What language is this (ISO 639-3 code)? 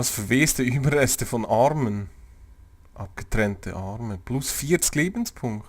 gsw